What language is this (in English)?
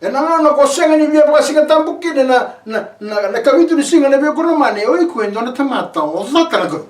Fijian